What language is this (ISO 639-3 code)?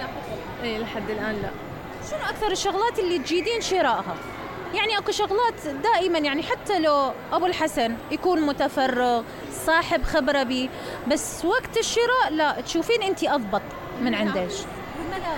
acm